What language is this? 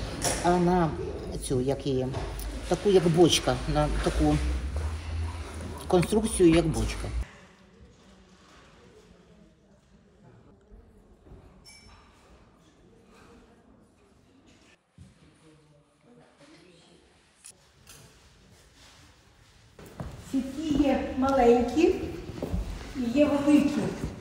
Ukrainian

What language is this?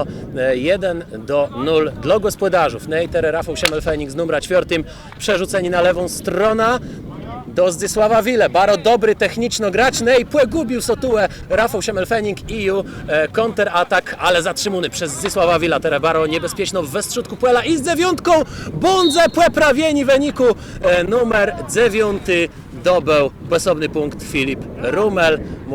Kashubian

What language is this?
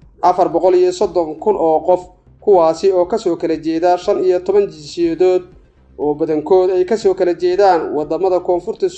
Somali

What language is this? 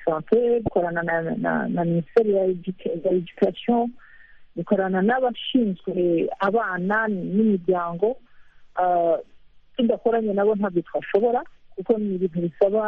Kinyarwanda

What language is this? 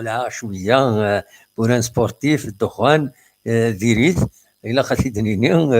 Kabyle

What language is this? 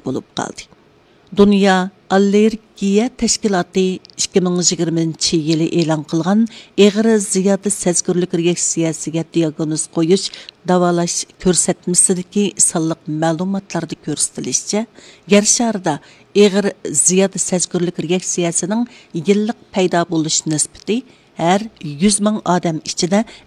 Uyghur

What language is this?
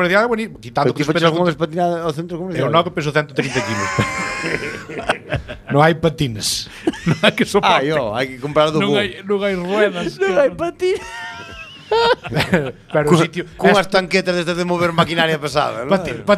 Galician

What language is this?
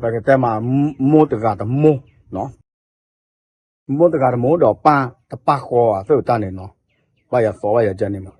S'gaw Karen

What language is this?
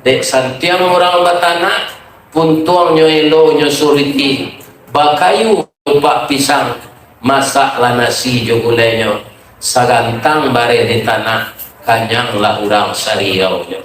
Minangkabau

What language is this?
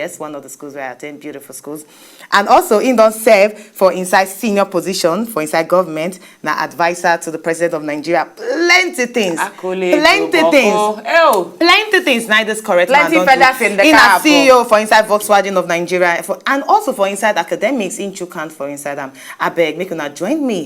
Nigerian Pidgin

